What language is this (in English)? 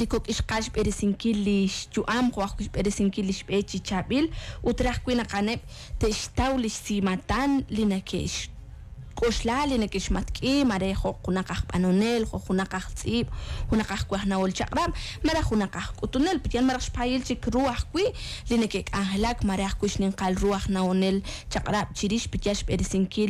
Kekchí